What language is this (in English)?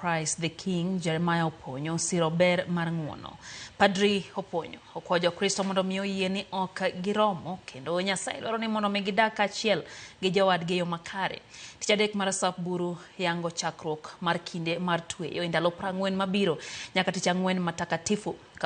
Luo (Kenya and Tanzania)